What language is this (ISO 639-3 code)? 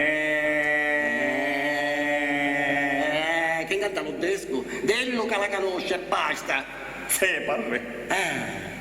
scn